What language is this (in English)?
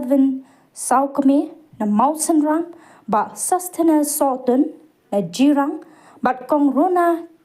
Khasi